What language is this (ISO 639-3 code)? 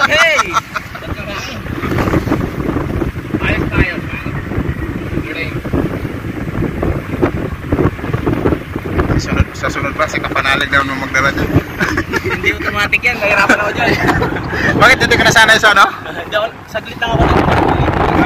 fil